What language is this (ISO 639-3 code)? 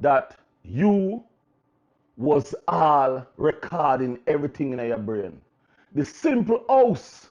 jam